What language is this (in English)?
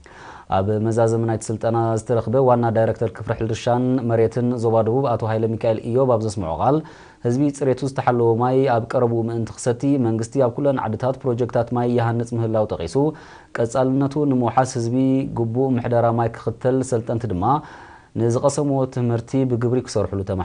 Tigrinya